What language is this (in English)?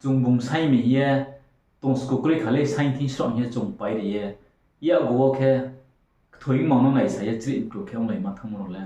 Riang (India)